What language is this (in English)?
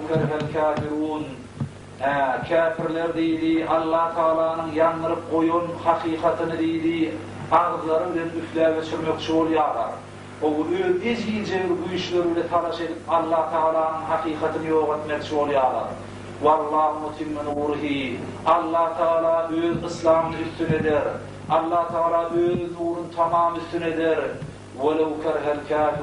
Turkmen